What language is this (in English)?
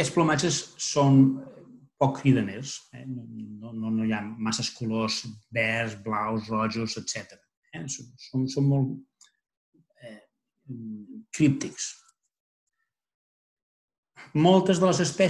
Catalan